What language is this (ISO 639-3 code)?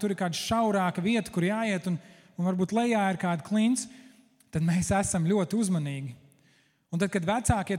lav